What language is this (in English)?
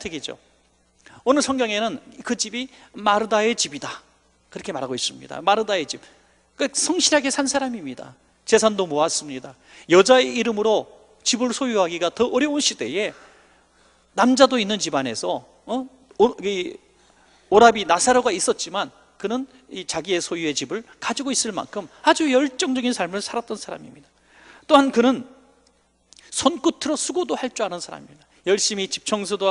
Korean